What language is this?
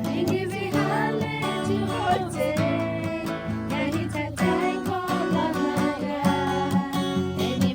Lahu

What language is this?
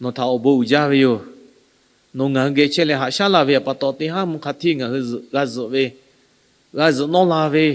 Lahu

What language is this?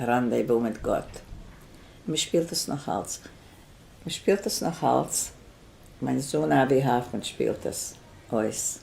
Yiddish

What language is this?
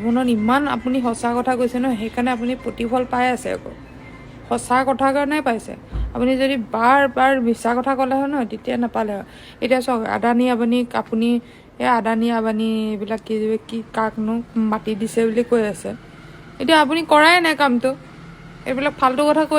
Assamese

